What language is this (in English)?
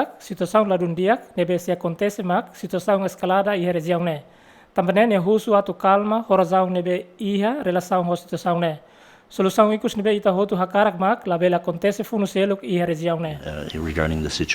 Tetum